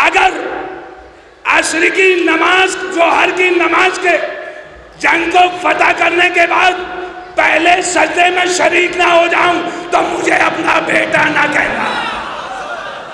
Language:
Urdu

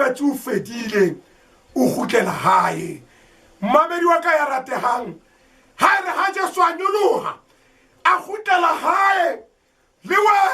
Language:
Southern Sotho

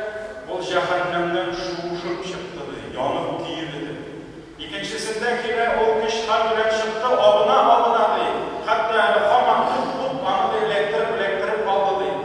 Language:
Tatar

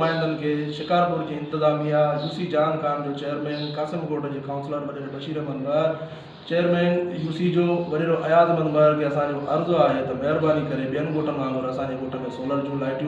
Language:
Sindhi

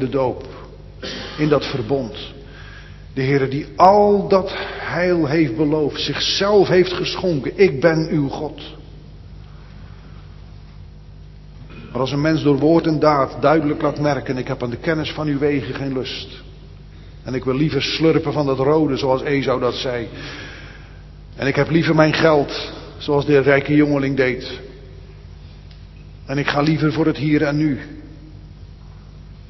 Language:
Dutch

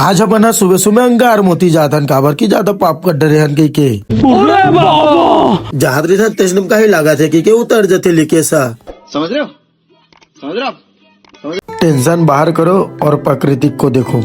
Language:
Chhattisgarhi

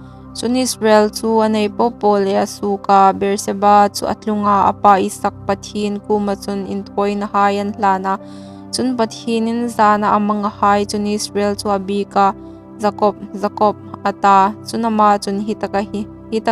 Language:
Hmar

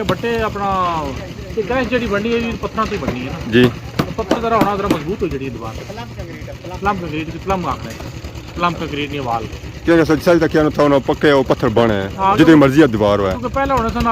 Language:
Pahari-Potwari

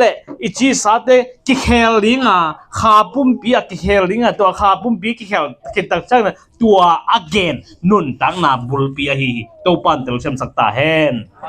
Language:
Tedim Chin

